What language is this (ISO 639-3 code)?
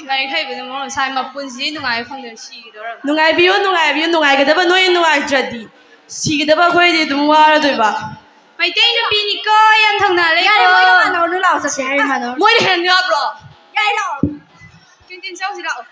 mni